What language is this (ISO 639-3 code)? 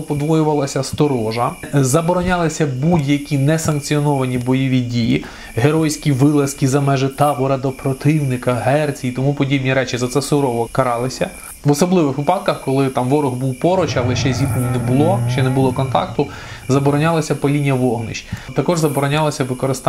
ukr